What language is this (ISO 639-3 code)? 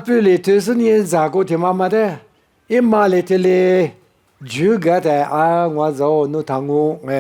lis